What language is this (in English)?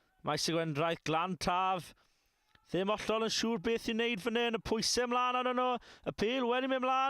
Welsh